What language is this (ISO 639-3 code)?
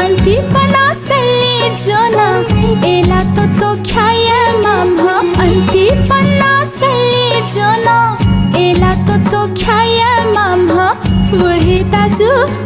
new